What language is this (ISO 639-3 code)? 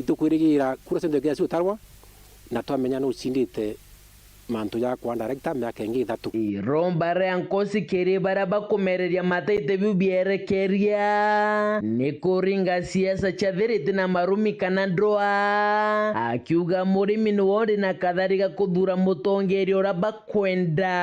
mer